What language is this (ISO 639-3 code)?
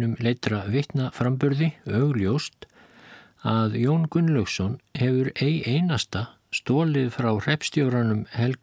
isl